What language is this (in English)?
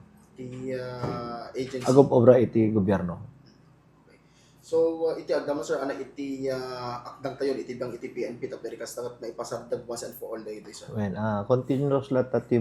Iloko